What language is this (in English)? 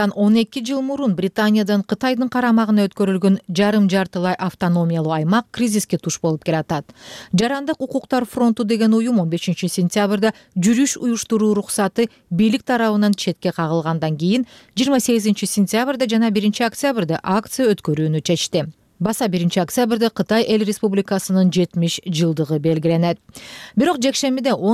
Kyrgyz